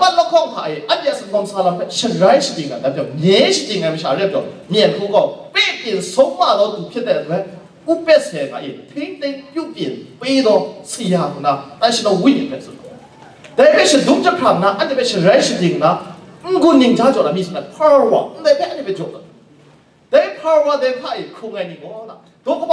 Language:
Kachin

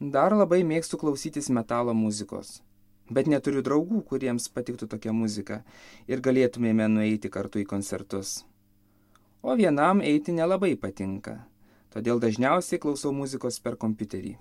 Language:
Lithuanian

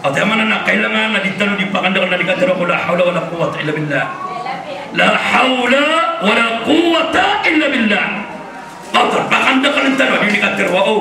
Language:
Maranao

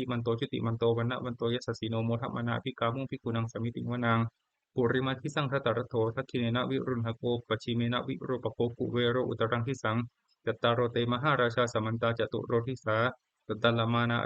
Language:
Pali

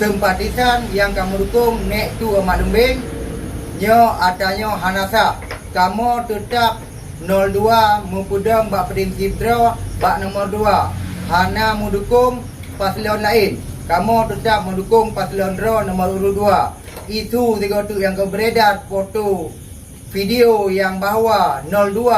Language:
Achinese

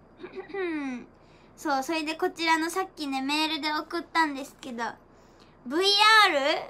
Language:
Japanese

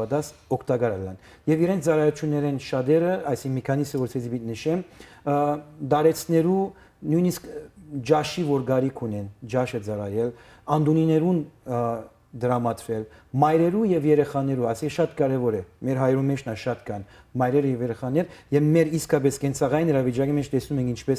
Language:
Western Armenian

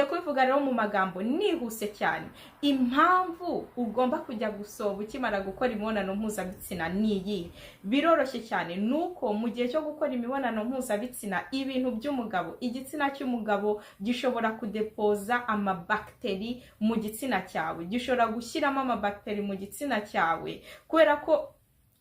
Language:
Kinyarwanda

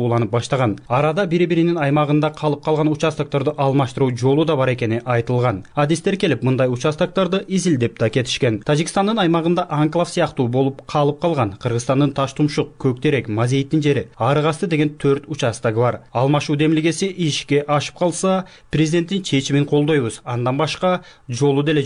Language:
Kyrgyz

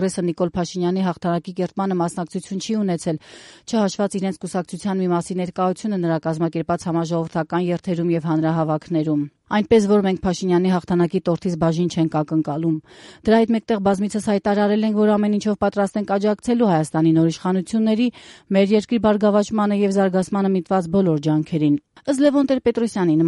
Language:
Armenian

